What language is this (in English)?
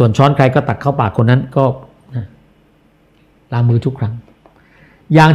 Thai